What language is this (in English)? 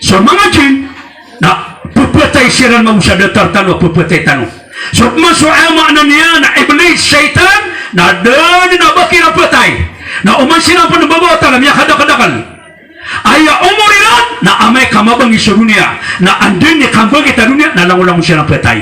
Maranao